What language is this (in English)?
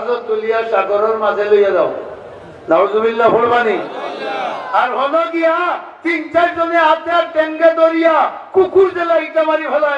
Sylheti